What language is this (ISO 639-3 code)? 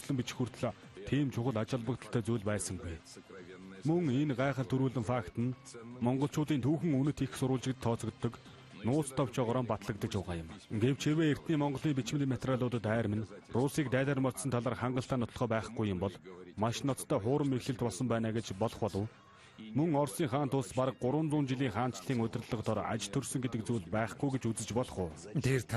mon